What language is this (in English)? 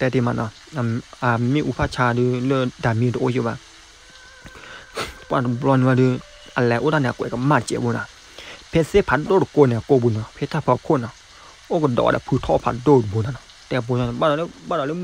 S'gaw Karen